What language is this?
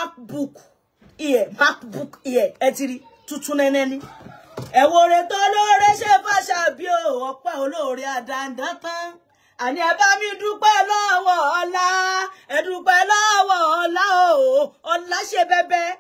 Yoruba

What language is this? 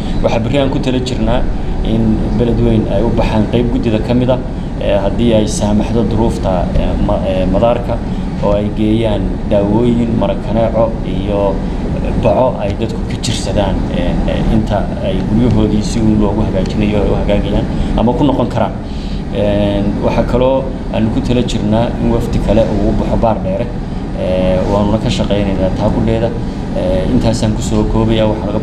Somali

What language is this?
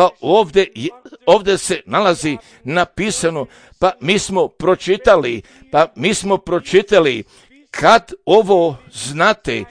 Croatian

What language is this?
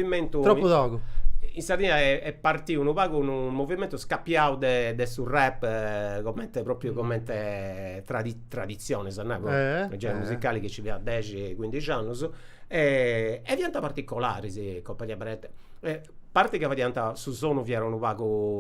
Sardinian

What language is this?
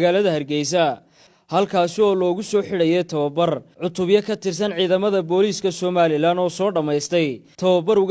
Somali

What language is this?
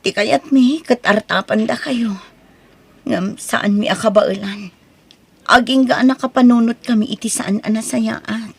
Iloko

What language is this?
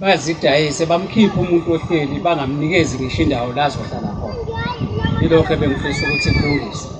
Zulu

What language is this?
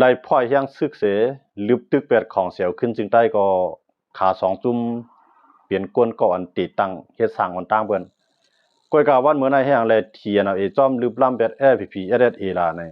Shan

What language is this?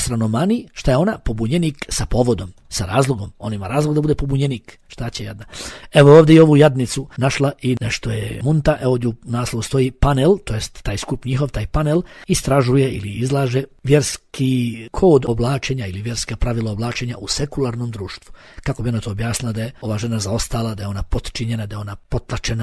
Bosnian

